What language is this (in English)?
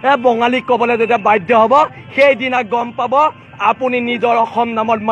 Assamese